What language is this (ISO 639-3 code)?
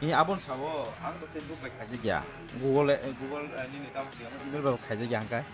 trp